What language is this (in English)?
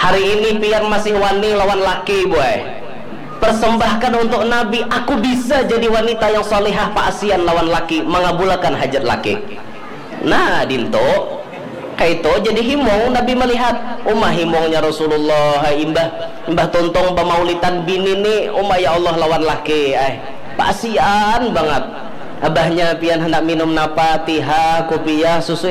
Banjar